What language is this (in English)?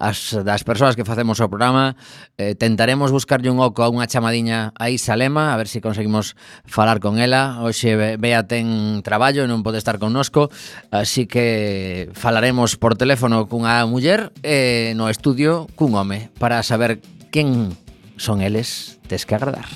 Galician